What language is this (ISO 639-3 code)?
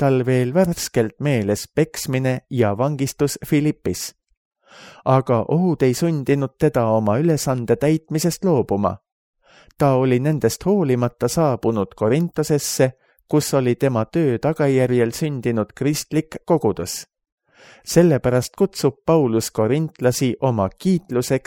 est